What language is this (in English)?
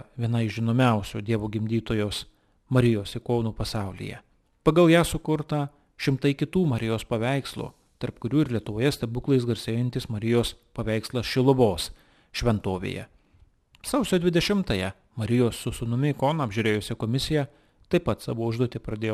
Lithuanian